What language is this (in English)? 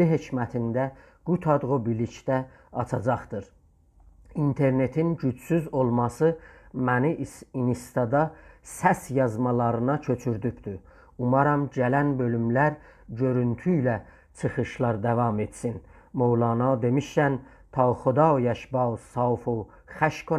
South Azerbaijani